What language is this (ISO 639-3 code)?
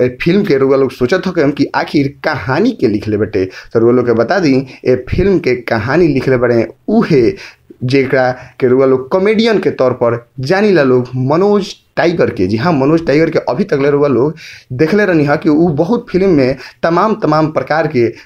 bho